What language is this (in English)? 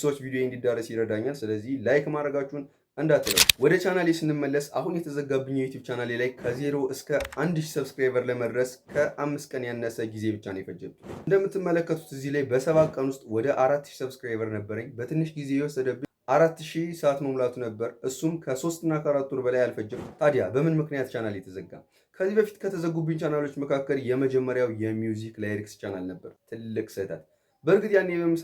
Amharic